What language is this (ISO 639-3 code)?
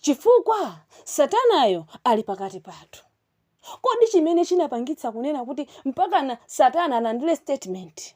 nya